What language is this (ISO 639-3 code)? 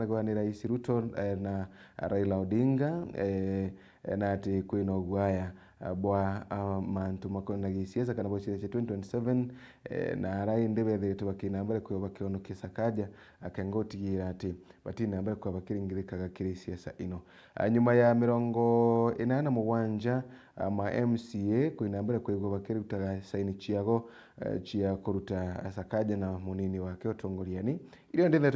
mer